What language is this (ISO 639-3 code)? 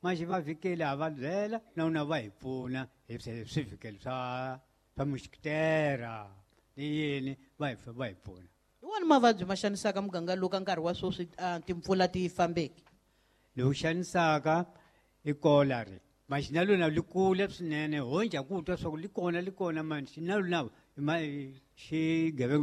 tso